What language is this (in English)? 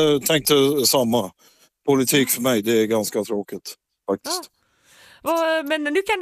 Swedish